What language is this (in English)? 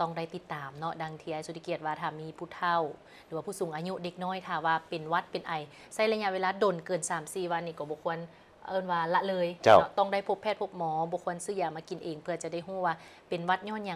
Lao